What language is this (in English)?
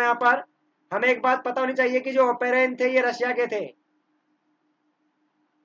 Hindi